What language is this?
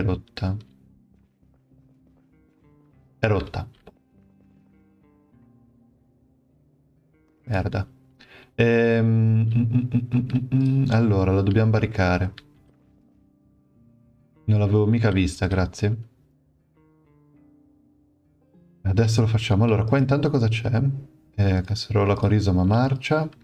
Italian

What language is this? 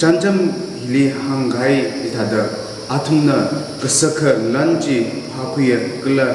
Tangkhul Naga (India)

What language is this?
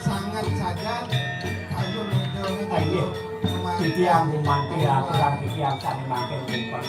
Balinese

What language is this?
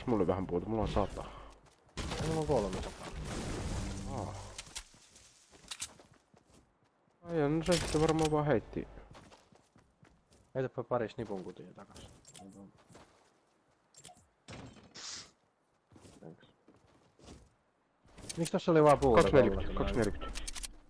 Finnish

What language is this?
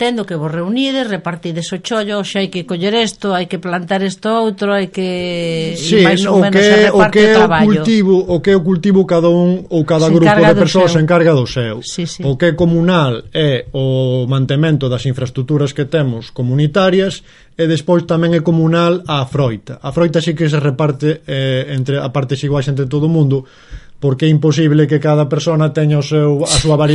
Galician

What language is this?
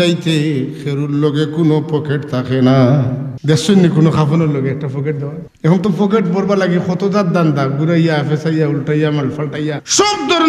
Sylheti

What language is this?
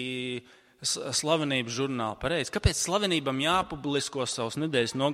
Latvian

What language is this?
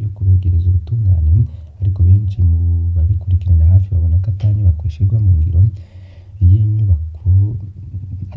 Rundi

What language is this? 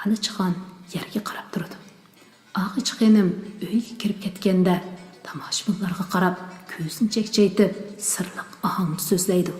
Uyghur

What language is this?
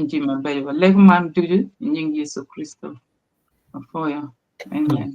Acoli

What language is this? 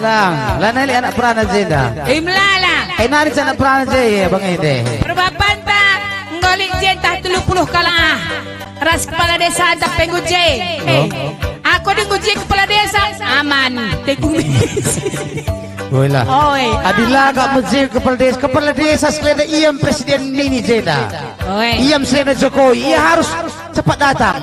Batak Karo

